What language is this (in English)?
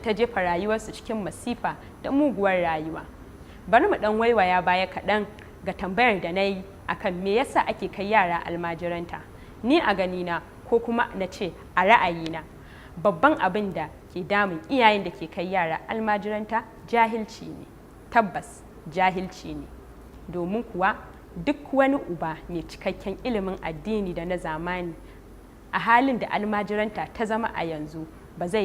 Hausa